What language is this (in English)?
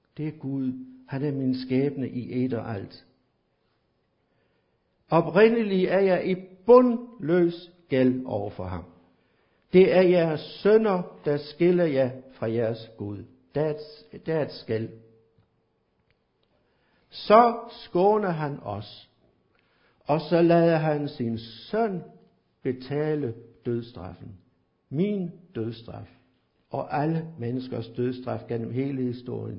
Danish